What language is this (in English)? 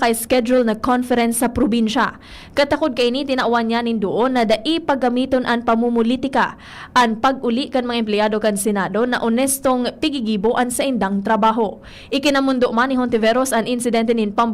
Bikol